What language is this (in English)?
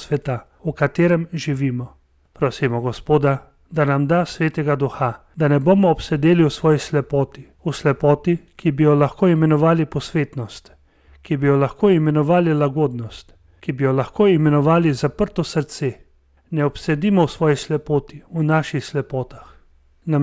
Slovenian